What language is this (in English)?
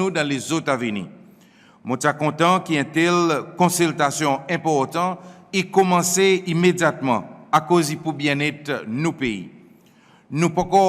Seselwa Creole French